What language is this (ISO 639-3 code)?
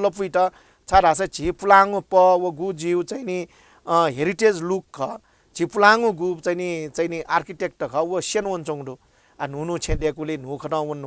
new